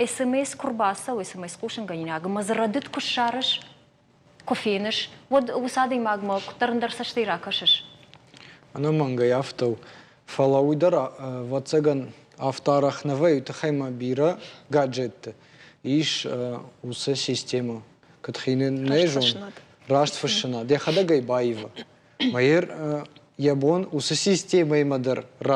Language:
Ossetic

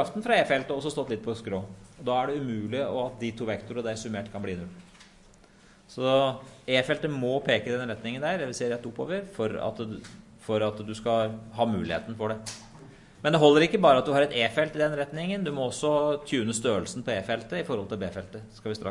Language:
Norwegian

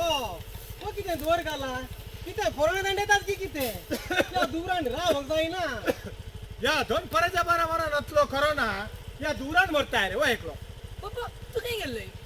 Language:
Konkani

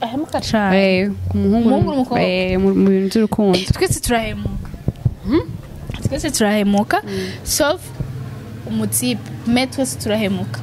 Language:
Rundi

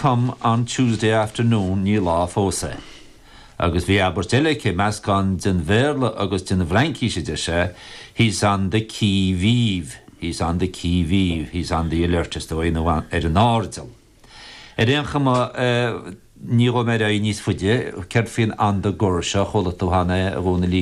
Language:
Irish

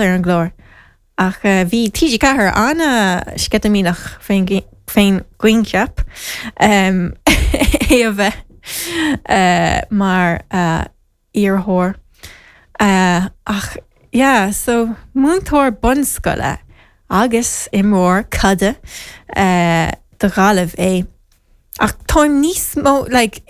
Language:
Irish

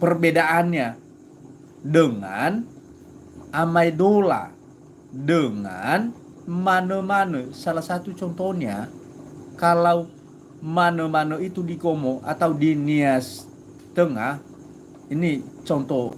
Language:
Nias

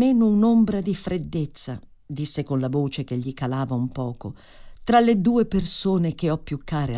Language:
Italian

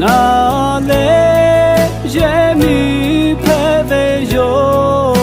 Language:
Lahu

